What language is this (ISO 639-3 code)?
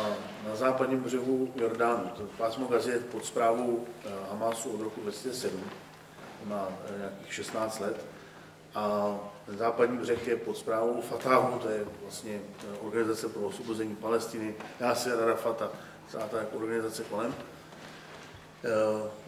ces